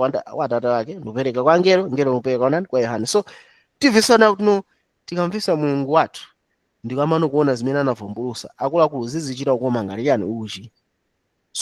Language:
Nyanja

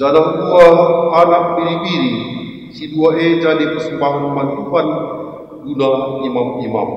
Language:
Batak Karo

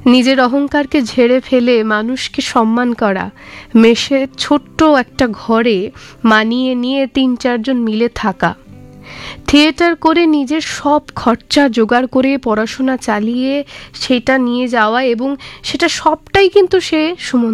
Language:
Bangla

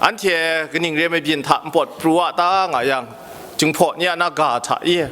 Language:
Kachin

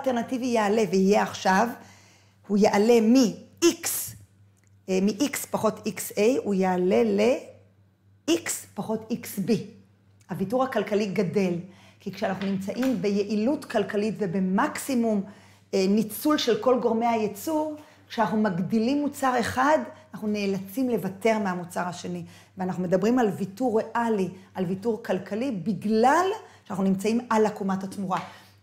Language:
Hebrew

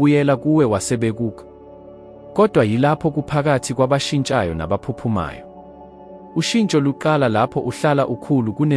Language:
Zulu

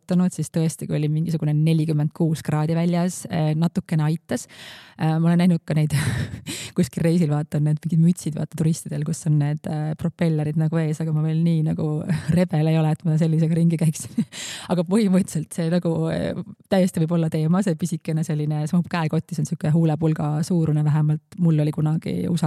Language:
Estonian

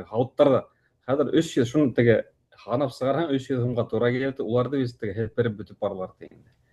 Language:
Bashkir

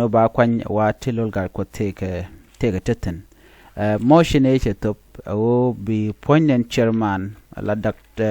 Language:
Nuer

